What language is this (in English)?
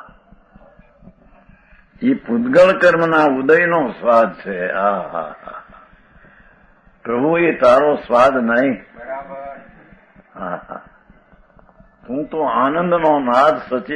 Gujarati